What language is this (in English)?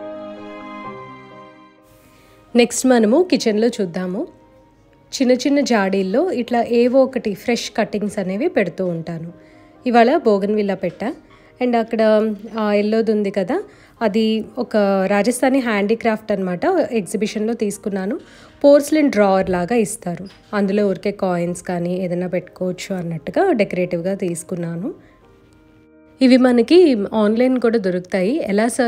Telugu